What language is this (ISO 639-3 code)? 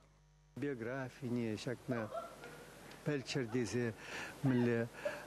chv